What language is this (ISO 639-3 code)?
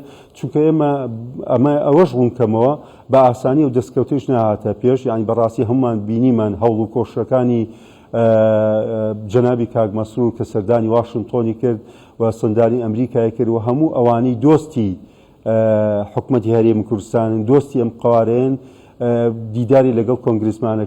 ckb